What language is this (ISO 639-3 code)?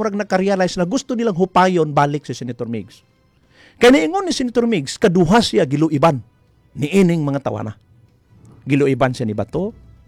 ceb